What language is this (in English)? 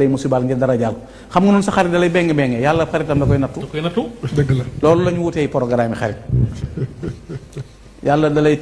Wolof